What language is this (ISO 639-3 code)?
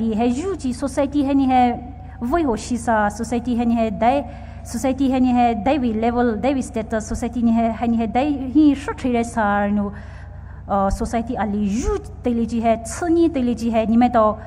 pmx